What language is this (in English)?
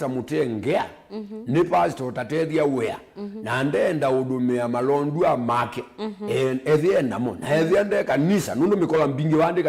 Kamba